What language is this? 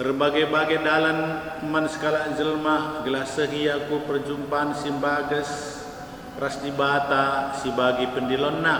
Batak Karo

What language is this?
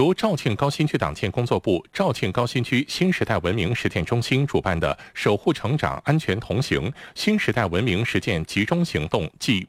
Chinese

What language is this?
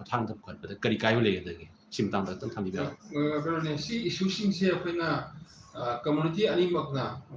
Manipuri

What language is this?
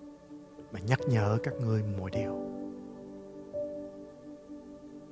Vietnamese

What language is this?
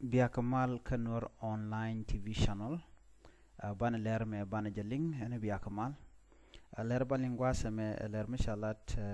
Nuer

